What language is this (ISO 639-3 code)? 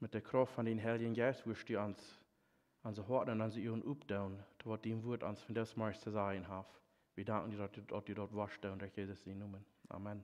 pdt